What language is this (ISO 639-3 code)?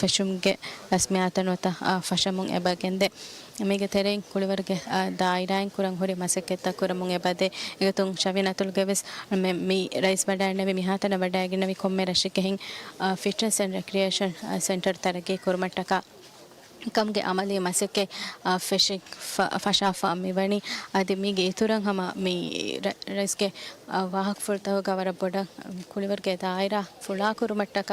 div